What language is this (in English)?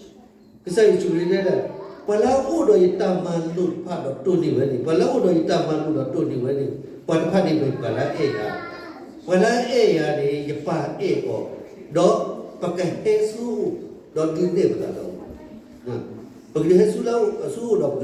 S'gaw Karen